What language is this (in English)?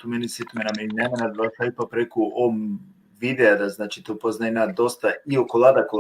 Balkan Romani